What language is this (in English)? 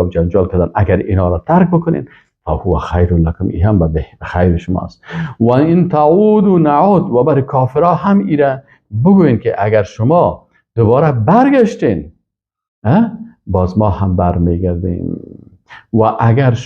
Persian